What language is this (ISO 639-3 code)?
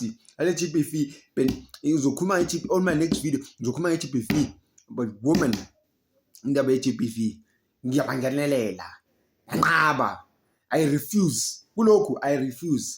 zul